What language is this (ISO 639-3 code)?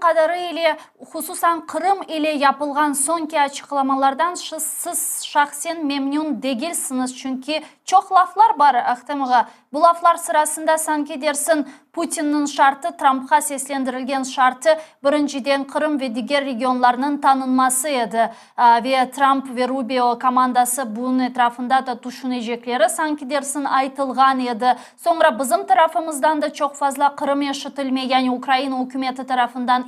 crh